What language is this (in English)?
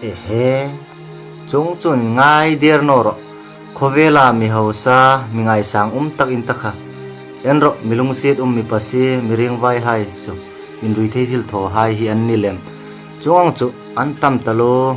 Hmar